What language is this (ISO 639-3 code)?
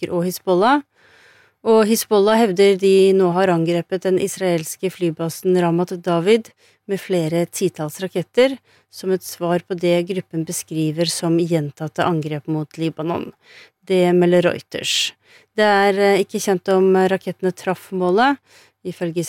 nor